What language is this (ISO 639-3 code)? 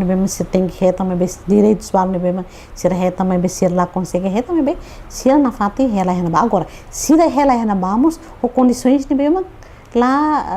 tet